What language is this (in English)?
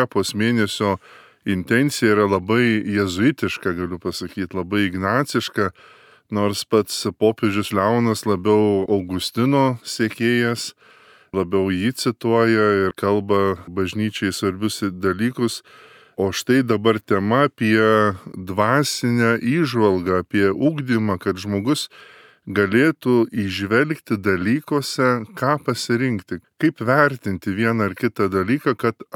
Lithuanian